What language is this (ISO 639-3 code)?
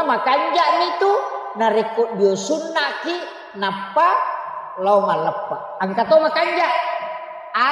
bug